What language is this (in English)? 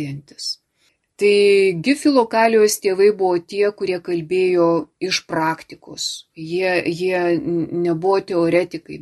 Lithuanian